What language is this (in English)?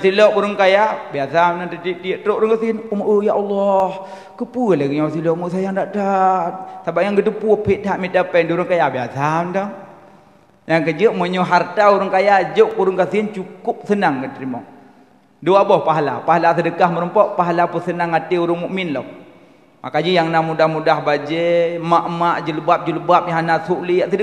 Achinese